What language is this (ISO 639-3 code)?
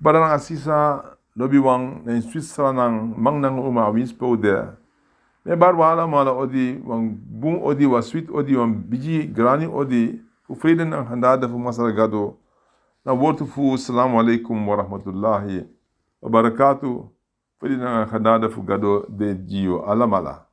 srn